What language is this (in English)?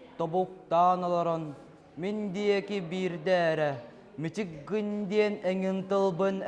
Yakut